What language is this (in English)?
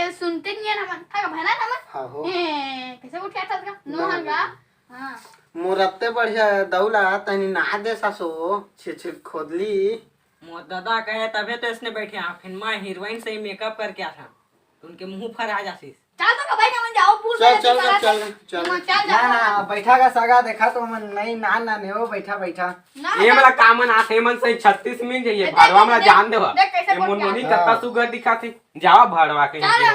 Chhattisgarhi